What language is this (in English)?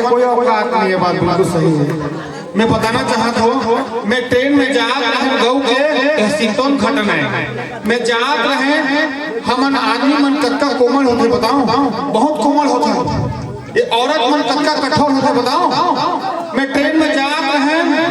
Chhattisgarhi